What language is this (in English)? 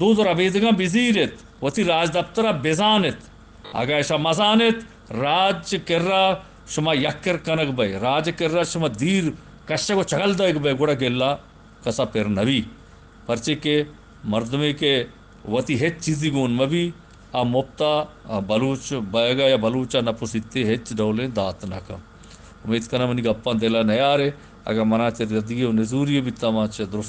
Eastern Balochi